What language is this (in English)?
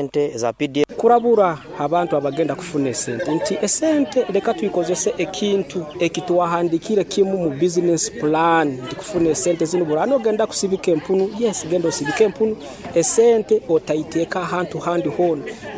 Nyoro